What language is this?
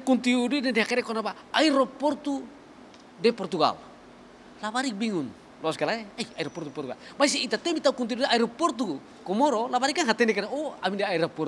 Tetum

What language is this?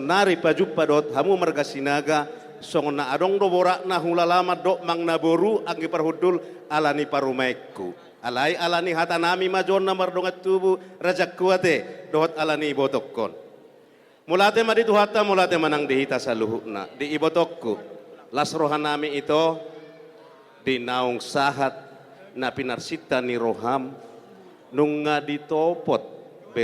Batak Toba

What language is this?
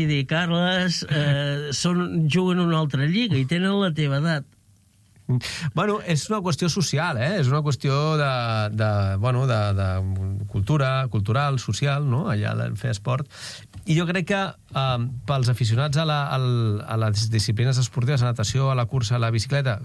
Catalan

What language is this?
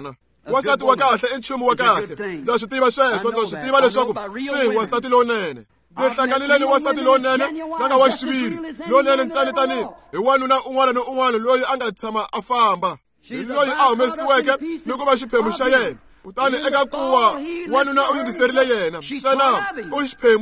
Tsonga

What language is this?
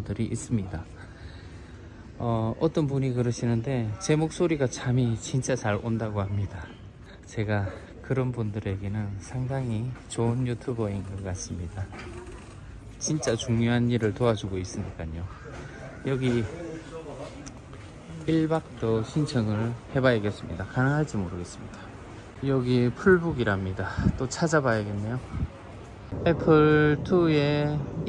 Korean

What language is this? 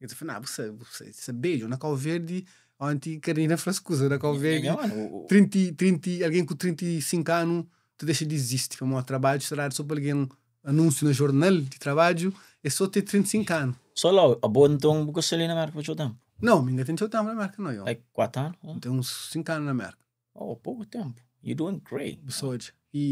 Kabuverdianu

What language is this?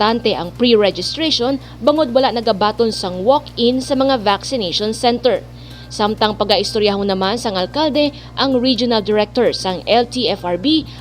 Hiligaynon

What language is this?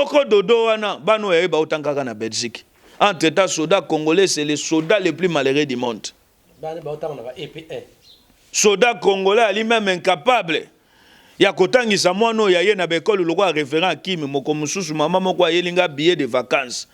Lingala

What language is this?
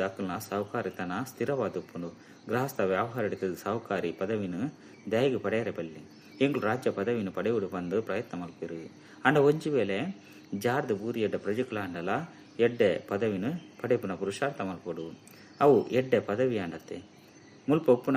Tulu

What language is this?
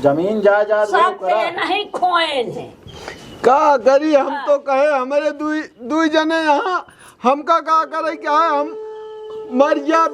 Awadhi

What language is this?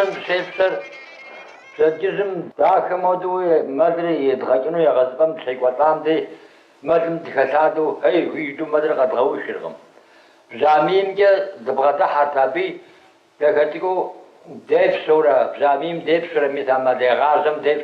Kabardian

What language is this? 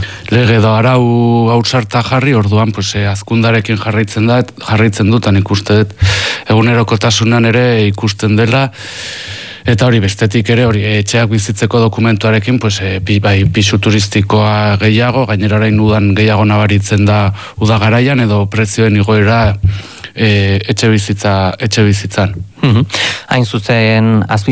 Basque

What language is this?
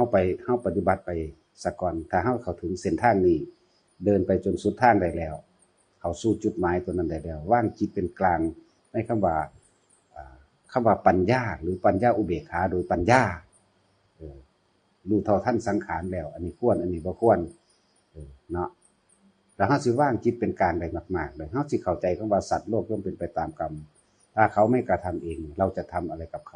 Northeastern Thai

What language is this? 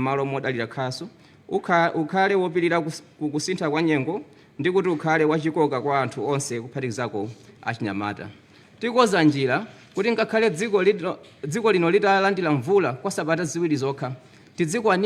Nyanja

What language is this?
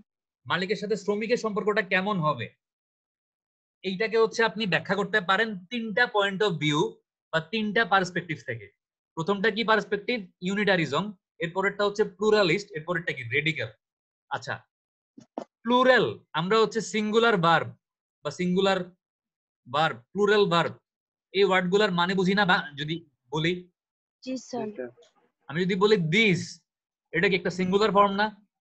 Bangla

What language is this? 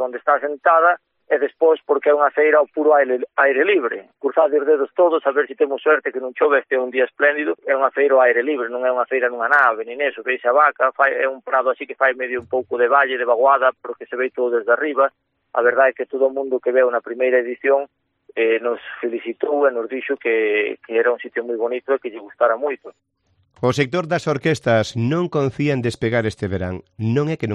Galician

